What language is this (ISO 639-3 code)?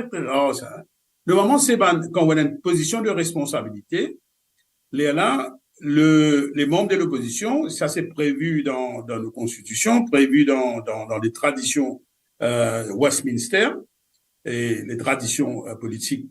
mfe